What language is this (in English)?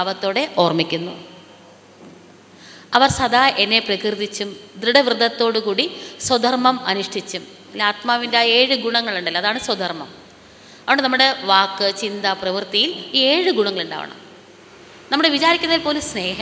Malayalam